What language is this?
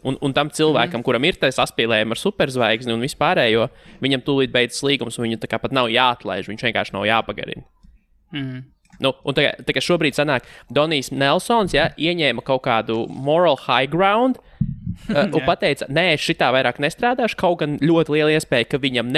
Latvian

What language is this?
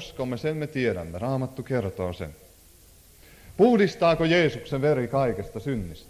Finnish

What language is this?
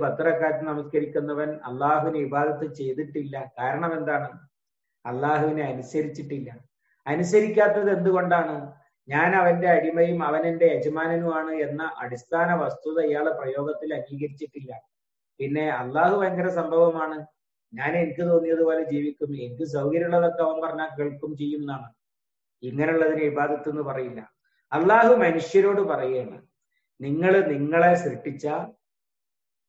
Malayalam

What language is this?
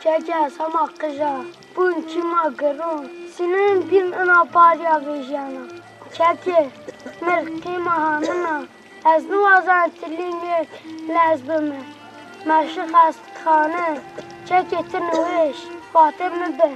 Zaza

